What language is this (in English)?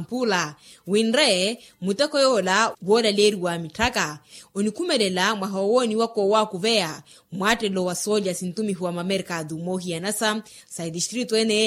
Makhuwa